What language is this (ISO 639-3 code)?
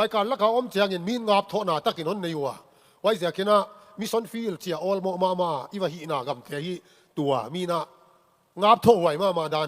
ctd